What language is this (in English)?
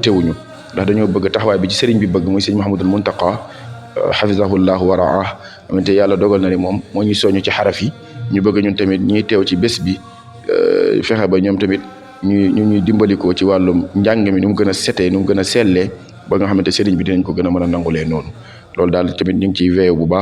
Wolof